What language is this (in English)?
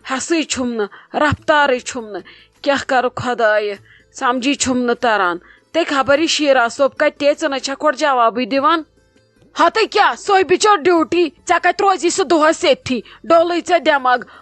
Kashmiri